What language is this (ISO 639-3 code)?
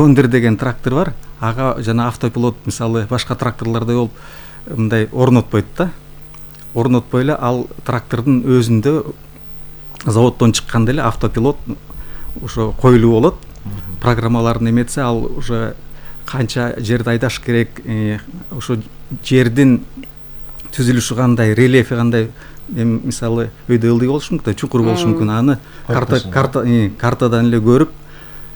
kir